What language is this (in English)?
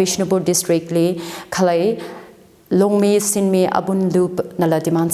Tangkhul Naga (India)